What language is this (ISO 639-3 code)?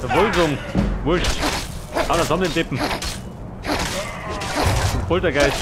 bar